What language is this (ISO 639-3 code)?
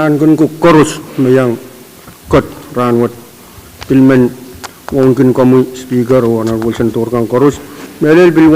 pon